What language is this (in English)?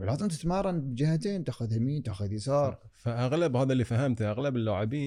Gulf Arabic